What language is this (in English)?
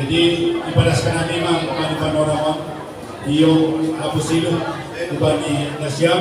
Batak Simalungun